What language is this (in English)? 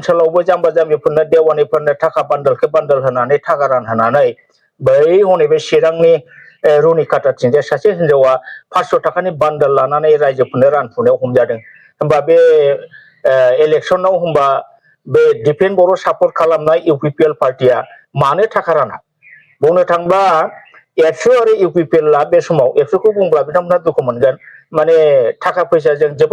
Bodo